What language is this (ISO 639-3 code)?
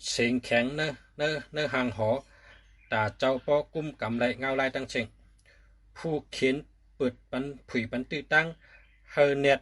shn